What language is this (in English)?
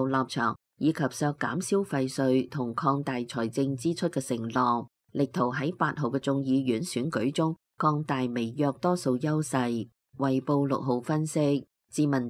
Cantonese